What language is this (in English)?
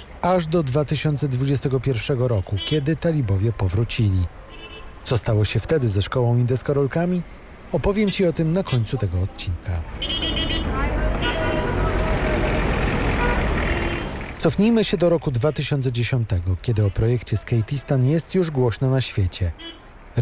Polish